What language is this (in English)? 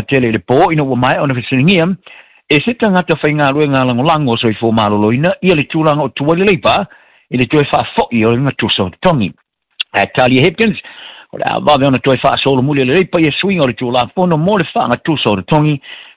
Samoan